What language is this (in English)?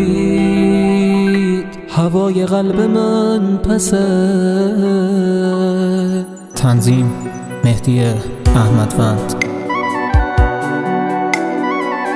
Persian